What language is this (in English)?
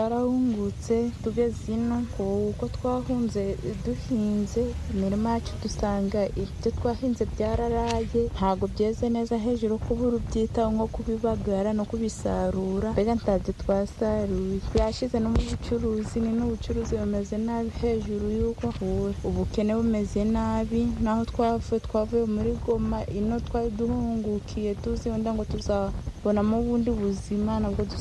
Kinyarwanda